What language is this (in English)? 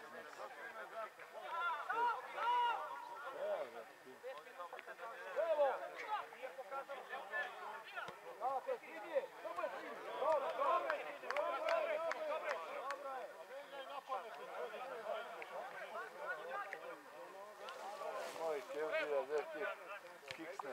Serbian